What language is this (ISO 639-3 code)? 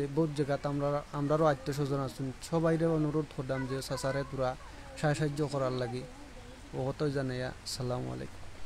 syl